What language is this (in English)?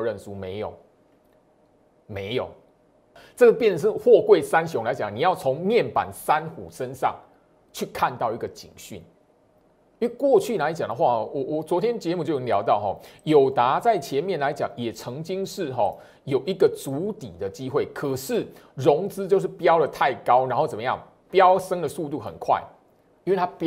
Chinese